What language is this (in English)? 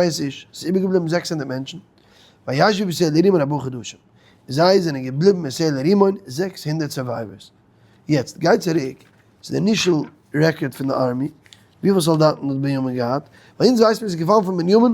Yiddish